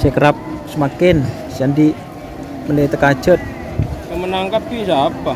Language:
Madurese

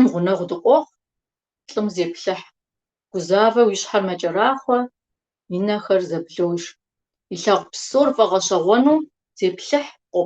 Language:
Kabardian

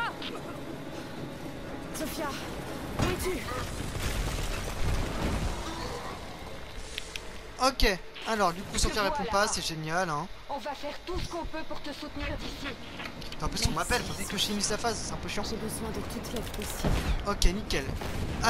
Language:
French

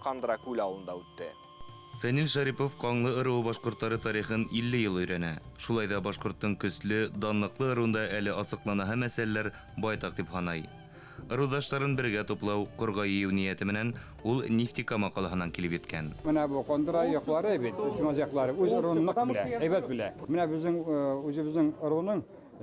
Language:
Bashkir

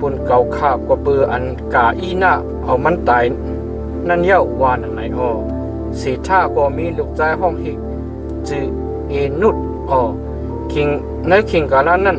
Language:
Shan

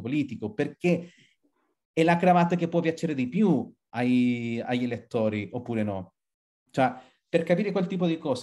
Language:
Italian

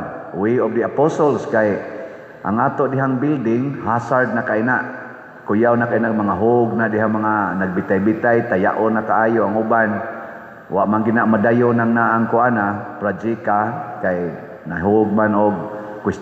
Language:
Cebuano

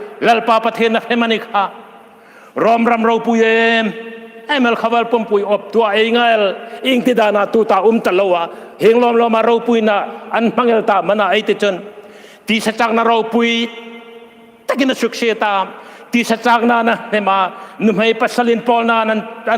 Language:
Hmar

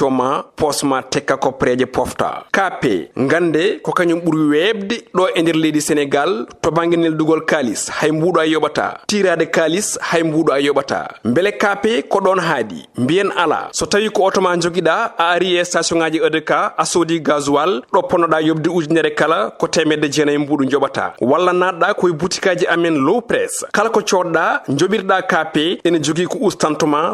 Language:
Fula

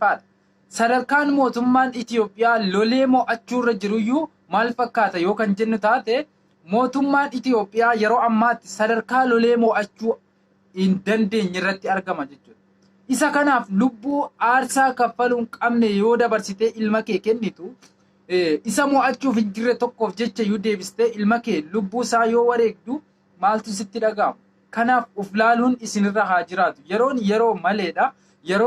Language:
Oromo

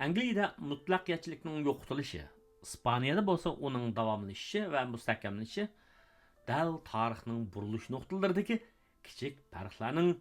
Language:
Uyghur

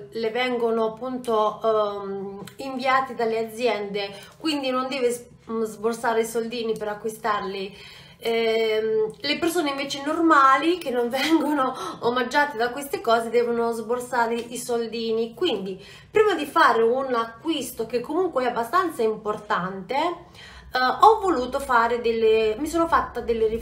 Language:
Italian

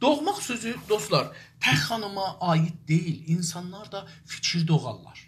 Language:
South Azerbaijani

